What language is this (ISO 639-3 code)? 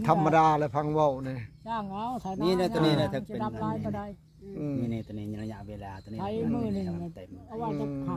tts